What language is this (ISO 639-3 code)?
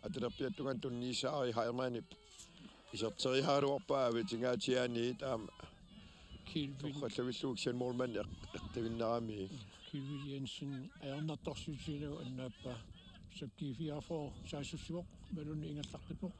kal